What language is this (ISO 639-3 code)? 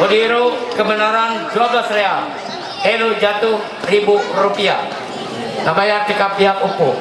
mhy